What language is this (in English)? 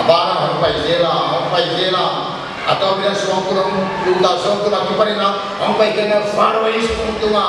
Paite Chin